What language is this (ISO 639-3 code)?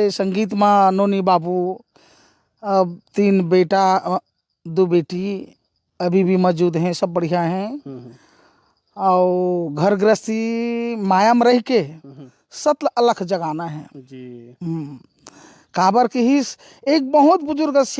hne